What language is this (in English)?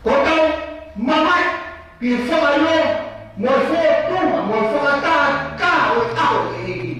Tongan